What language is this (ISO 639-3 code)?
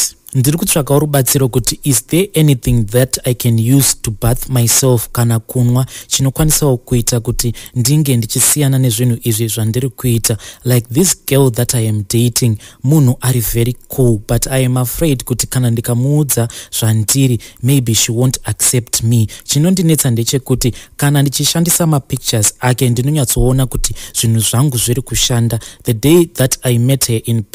sna